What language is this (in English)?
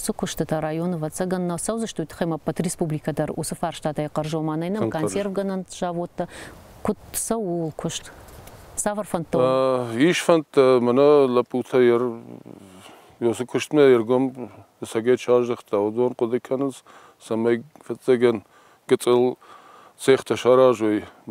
Ossetic